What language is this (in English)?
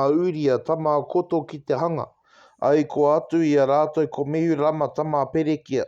Māori